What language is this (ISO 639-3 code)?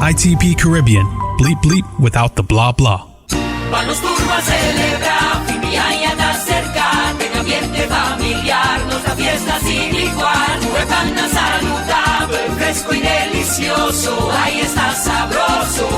pap